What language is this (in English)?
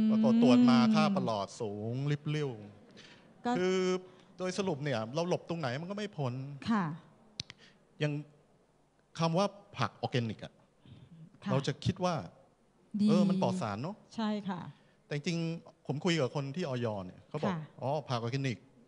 Thai